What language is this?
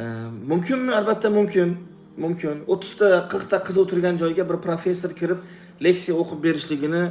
Uzbek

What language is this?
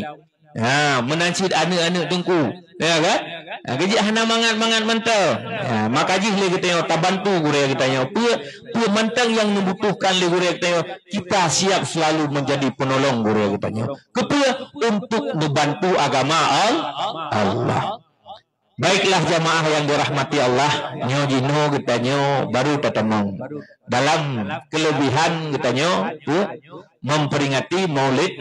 Achinese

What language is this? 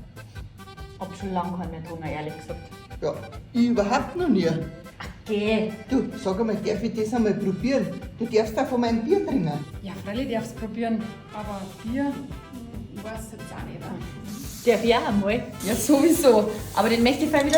Bavarian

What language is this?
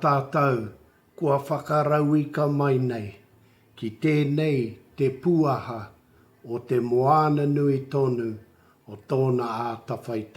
Māori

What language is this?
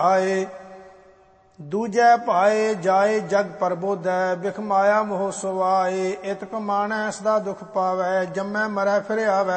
Punjabi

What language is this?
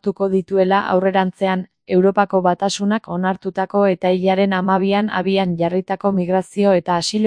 Basque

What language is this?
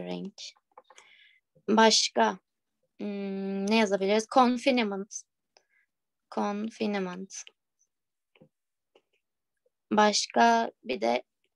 Turkish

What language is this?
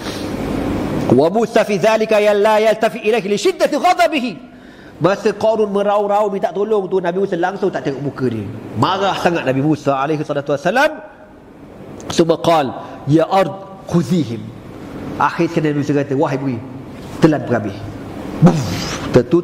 Malay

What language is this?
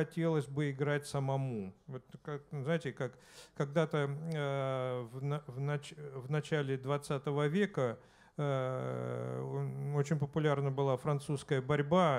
Russian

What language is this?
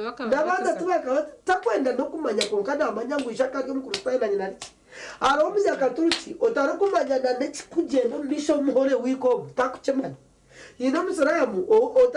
Nyankole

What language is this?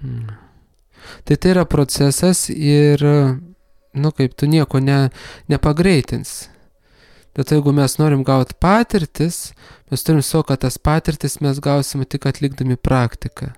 Lithuanian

